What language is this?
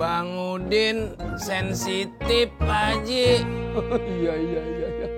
Betawi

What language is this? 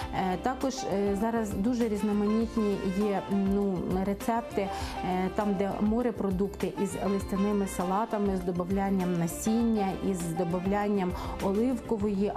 Ukrainian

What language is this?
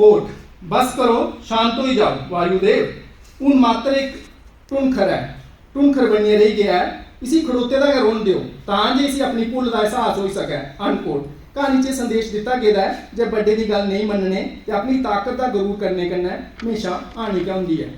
Dogri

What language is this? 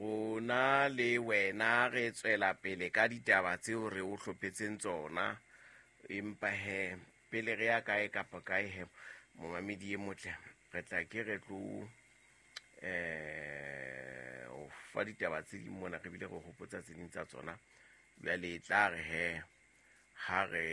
Southern Sotho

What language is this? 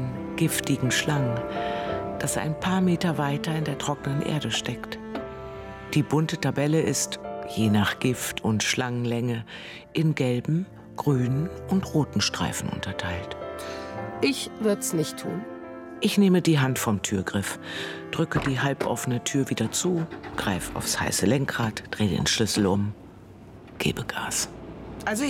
German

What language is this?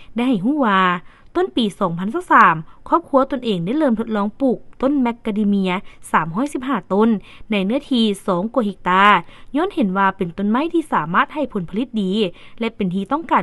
Lao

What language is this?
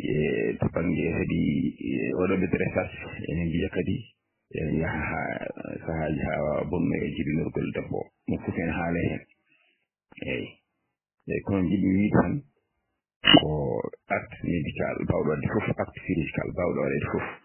Fula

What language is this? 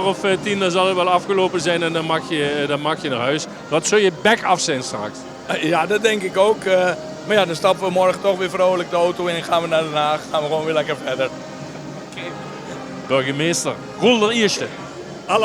Limburgish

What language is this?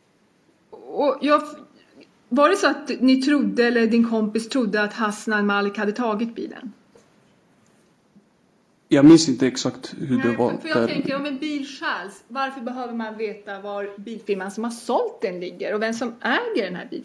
Swedish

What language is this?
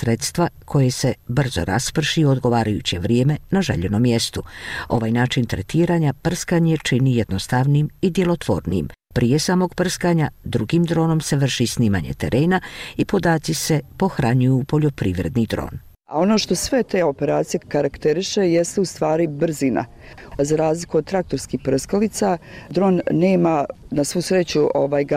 Bosnian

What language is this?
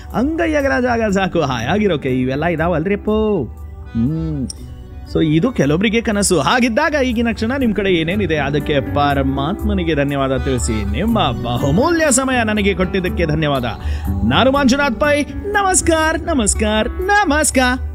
Kannada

